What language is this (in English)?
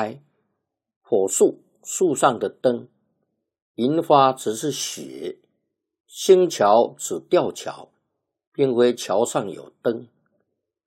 Chinese